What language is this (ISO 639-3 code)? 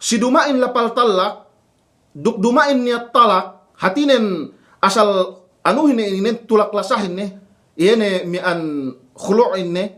yka